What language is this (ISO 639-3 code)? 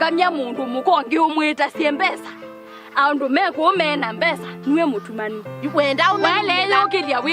kam